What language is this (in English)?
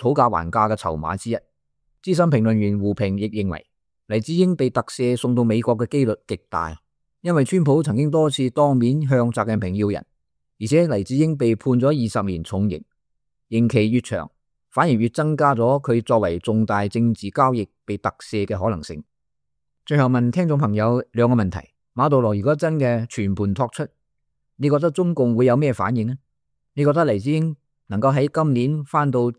Cantonese